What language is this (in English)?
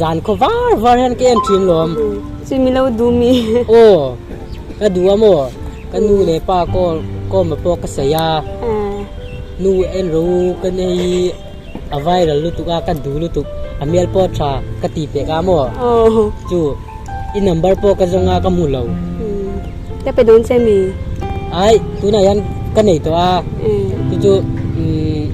Hmar